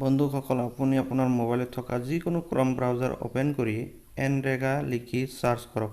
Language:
Assamese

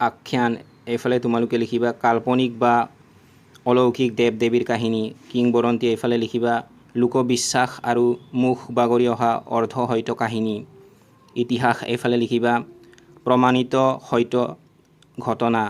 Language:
Assamese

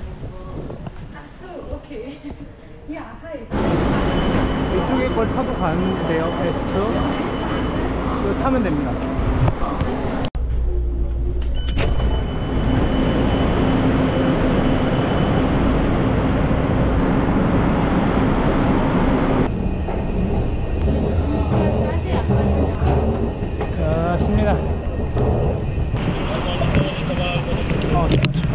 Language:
Korean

